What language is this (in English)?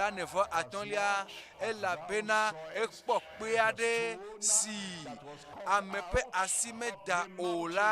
Ewe